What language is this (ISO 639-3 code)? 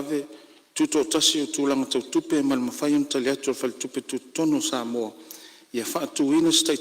smo